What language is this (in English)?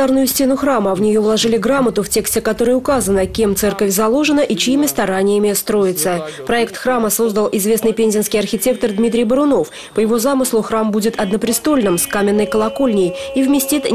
Russian